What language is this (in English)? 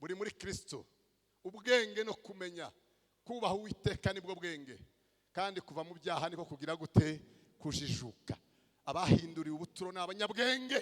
Kinyarwanda